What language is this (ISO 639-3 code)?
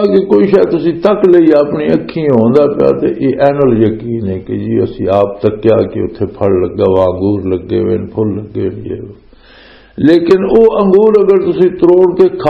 lah